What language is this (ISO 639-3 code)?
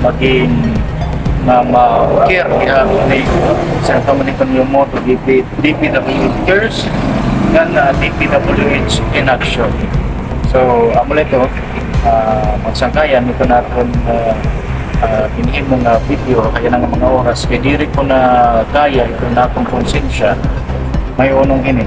war